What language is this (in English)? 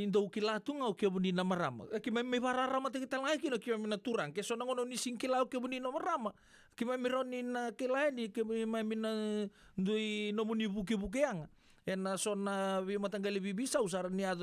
Fijian